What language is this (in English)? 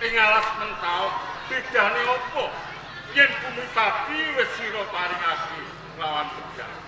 Javanese